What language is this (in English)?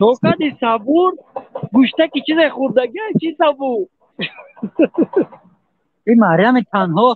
Tajik